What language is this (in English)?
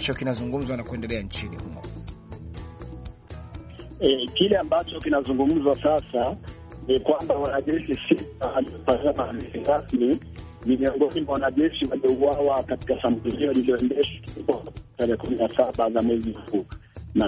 Swahili